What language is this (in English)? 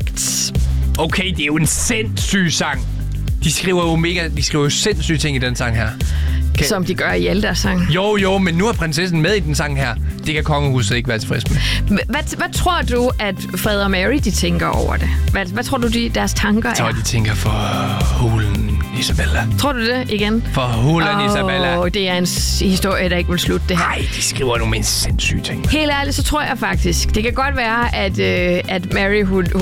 Danish